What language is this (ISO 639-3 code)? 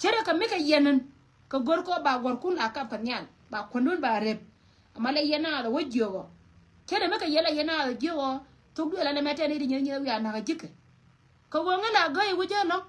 nus